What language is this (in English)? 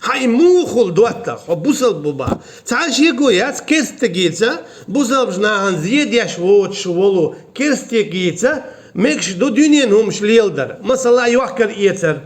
Chechen